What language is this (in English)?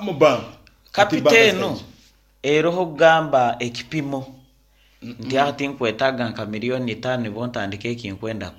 Nyankole